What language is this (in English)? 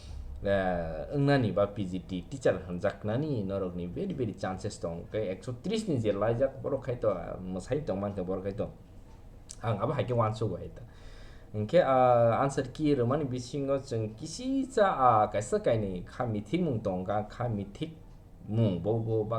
Kok Borok